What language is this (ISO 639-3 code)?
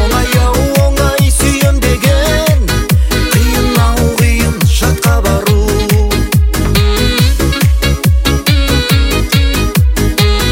kaz